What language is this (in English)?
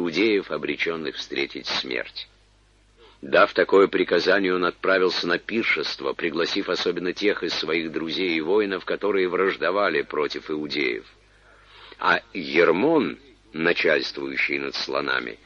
Russian